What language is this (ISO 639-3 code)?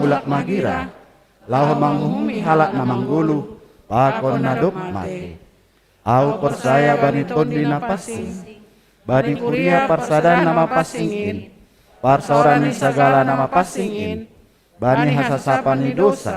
bts